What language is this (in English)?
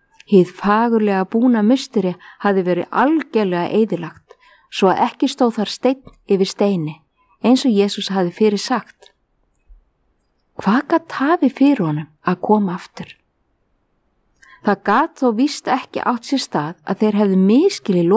Icelandic